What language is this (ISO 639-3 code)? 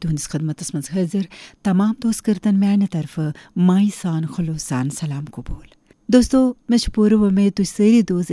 kas